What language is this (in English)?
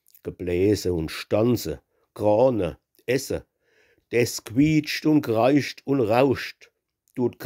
Palatine German